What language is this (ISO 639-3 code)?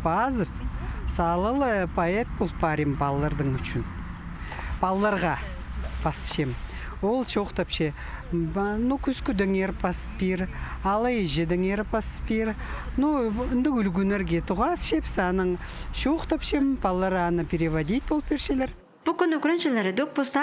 kjh